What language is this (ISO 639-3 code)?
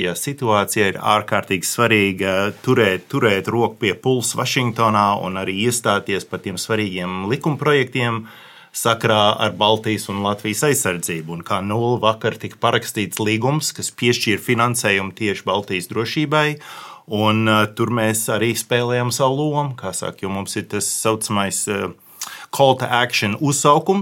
lav